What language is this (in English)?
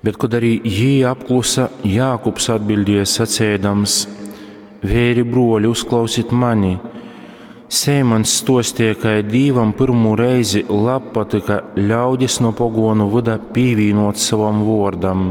Latgalian